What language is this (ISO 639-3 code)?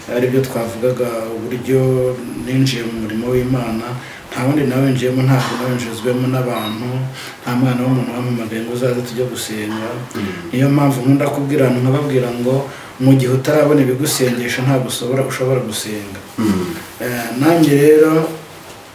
kin